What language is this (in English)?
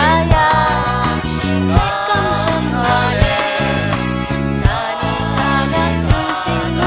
Kachin